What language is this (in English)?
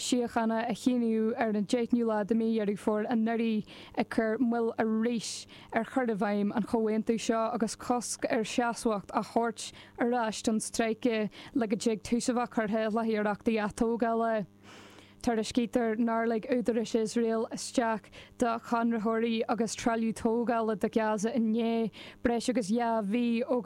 Irish